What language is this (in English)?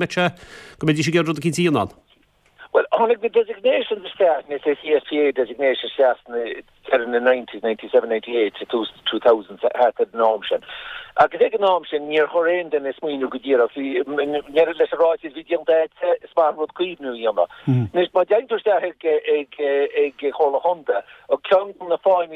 Irish